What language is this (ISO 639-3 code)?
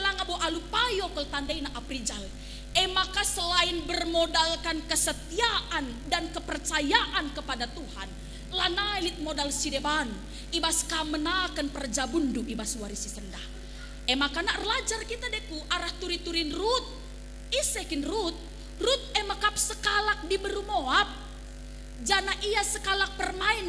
btx